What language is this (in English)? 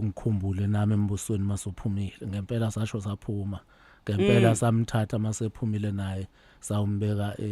Zulu